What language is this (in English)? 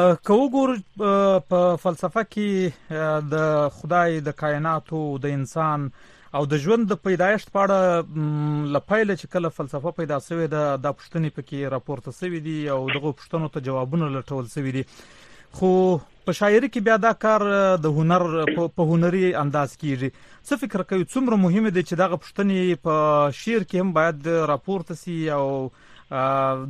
Pashto